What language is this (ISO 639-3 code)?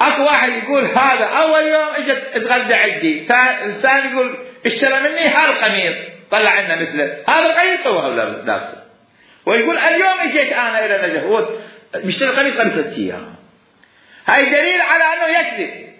acm